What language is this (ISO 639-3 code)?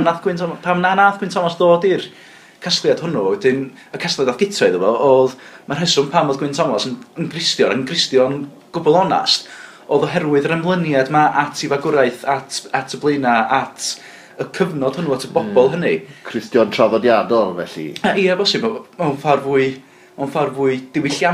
cym